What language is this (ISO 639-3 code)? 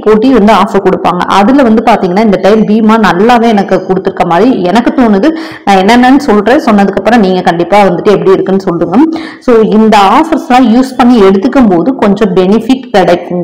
tam